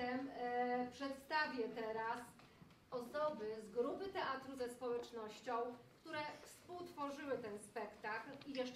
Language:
Polish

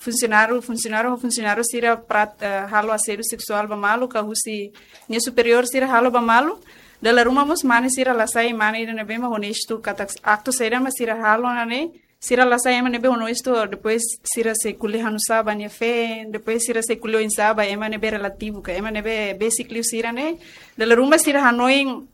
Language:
Tetum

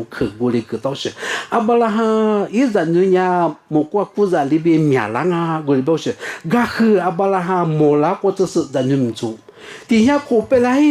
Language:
Lisu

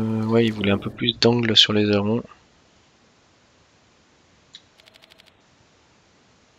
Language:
French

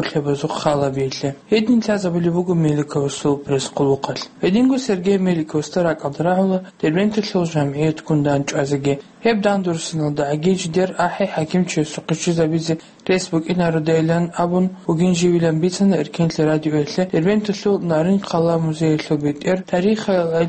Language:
Avaric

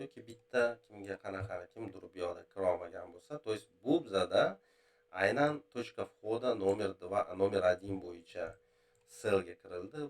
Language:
Uzbek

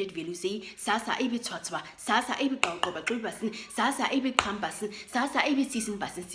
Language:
Nama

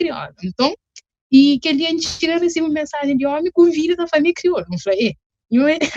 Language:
Kabuverdianu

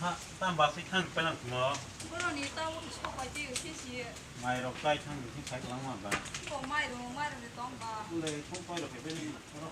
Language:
Kok Borok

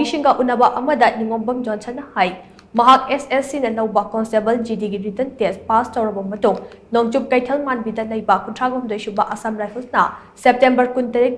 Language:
Manipuri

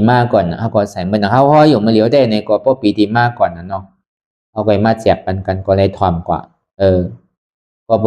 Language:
Shan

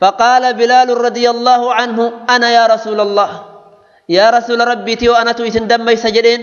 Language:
Oromo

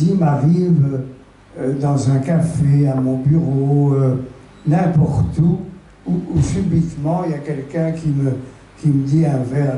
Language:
French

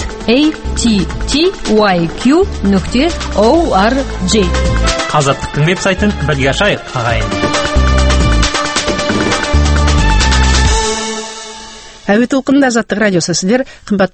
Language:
Kazakh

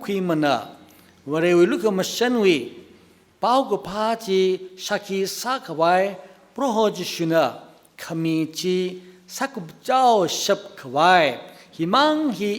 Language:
Tangkhul Naga (India)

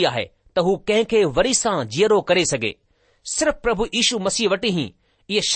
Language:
Sindhi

